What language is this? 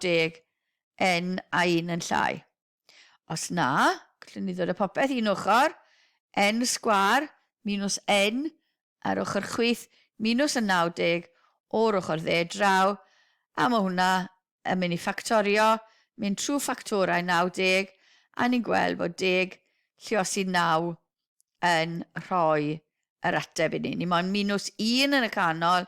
Welsh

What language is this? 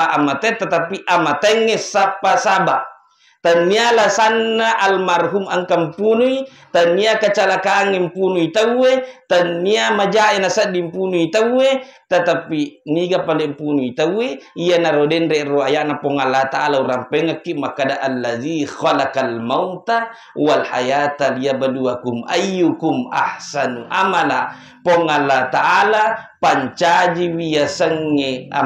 Buginese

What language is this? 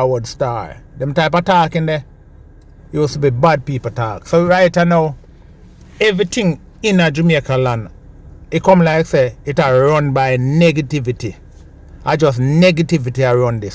Jamaican Creole English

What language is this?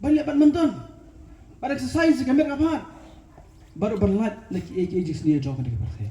Khasi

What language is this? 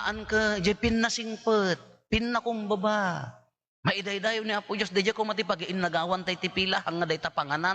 Iloko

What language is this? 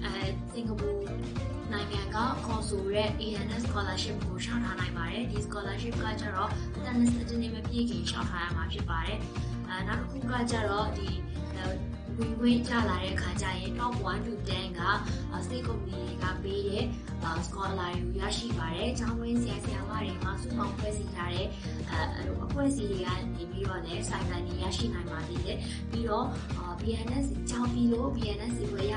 Burmese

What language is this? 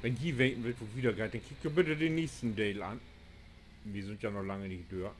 Low German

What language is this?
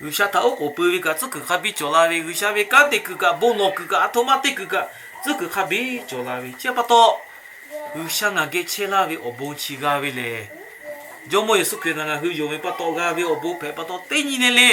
Lahu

